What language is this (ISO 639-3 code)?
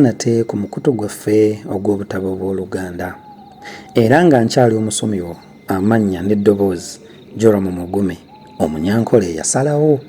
lug